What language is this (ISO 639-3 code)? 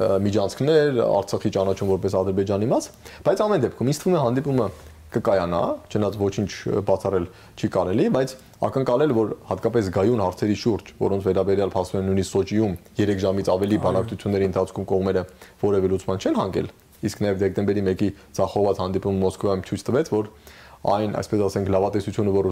hye